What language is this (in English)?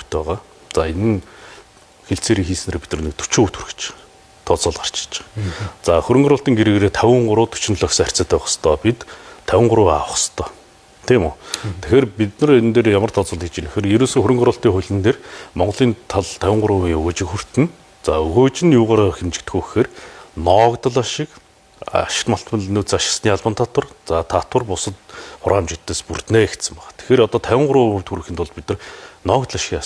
Mongolian